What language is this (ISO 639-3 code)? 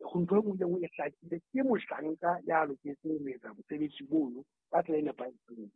sot